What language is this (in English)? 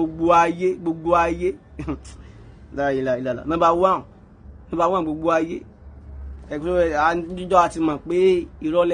Yoruba